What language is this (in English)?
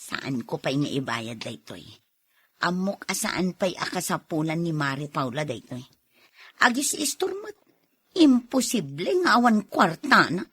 Iloko